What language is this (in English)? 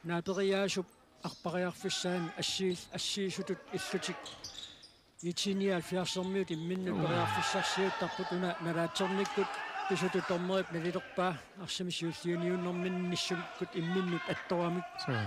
Kalaallisut